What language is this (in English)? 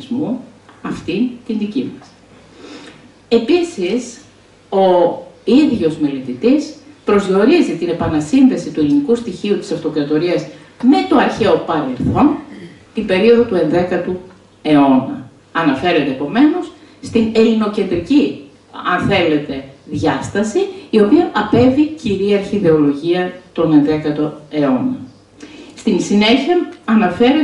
Greek